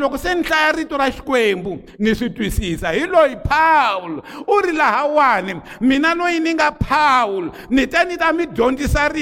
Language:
Tsonga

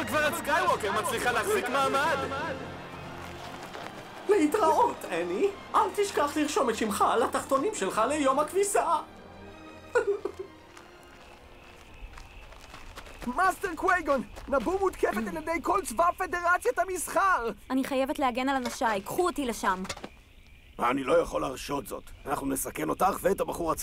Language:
Hebrew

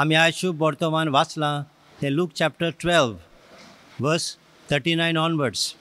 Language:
Konkani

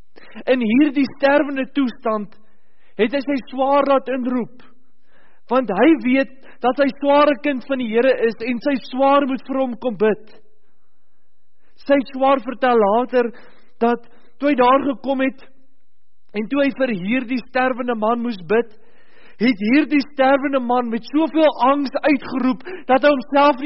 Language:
Afrikaans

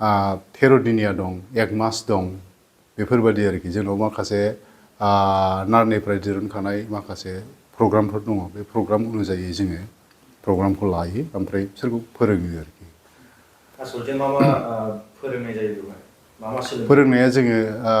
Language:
Bodo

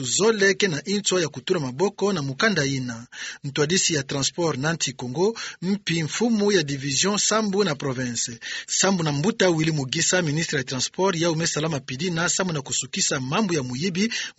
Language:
Kituba (Democratic Republic of Congo)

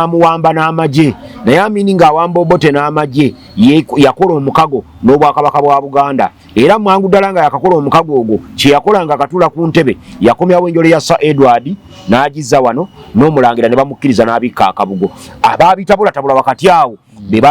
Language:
Ganda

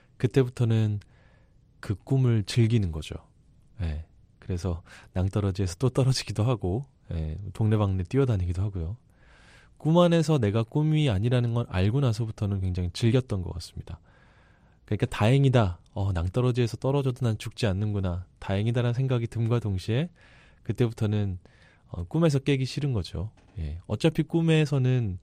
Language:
Korean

